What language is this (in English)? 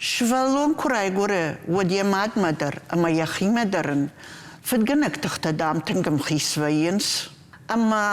Ossetic